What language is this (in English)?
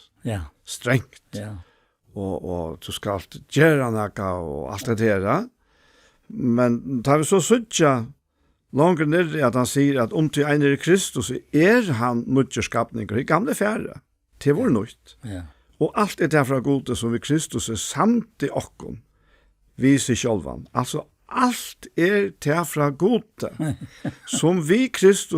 Faroese